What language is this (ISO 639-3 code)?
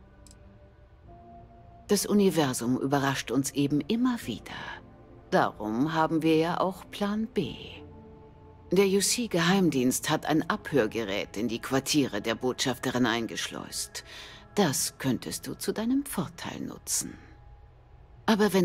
deu